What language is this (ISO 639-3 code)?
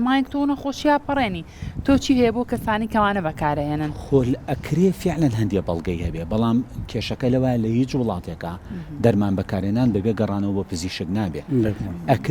ckb